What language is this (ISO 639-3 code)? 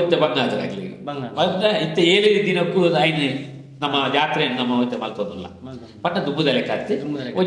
tcy